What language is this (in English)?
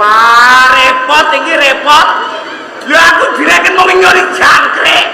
Javanese